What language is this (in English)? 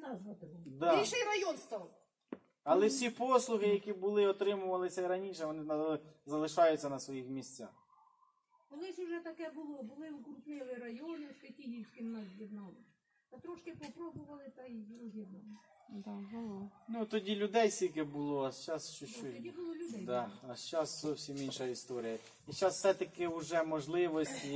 Ukrainian